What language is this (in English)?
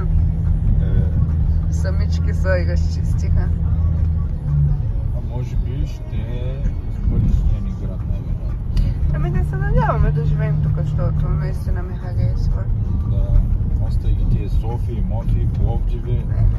Bulgarian